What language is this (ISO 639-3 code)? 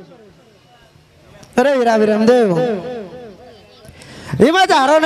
guj